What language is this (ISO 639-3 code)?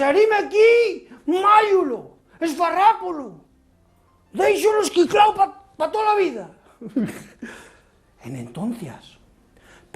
ast